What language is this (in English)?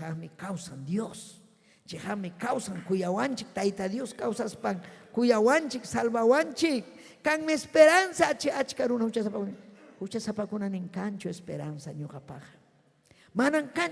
Ayacucho Quechua